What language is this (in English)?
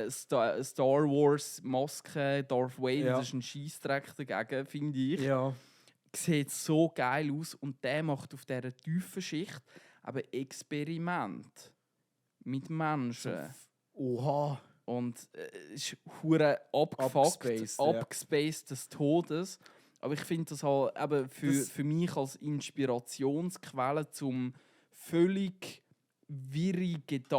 Swiss German